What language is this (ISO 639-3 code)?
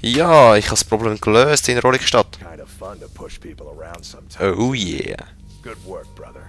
gsw